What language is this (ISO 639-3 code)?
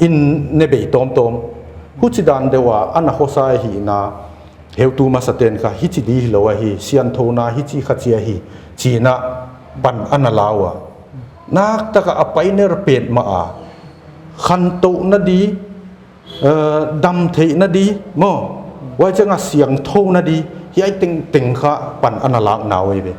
pck